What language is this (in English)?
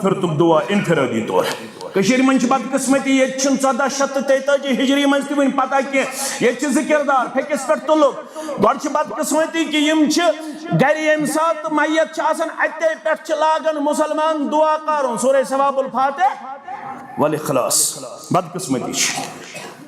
Kashmiri